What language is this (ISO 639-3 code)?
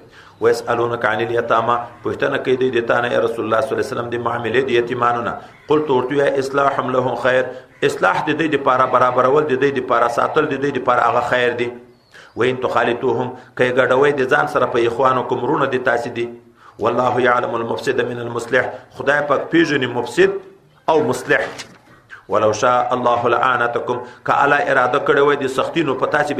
pus